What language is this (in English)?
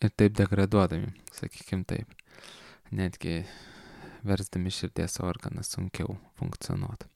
Lithuanian